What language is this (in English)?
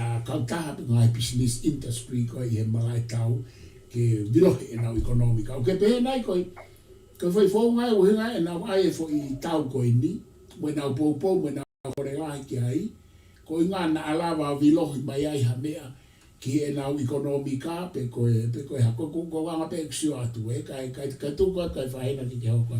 Tongan